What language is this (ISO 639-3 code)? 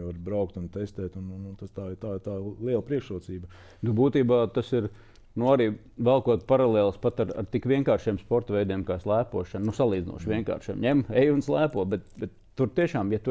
lav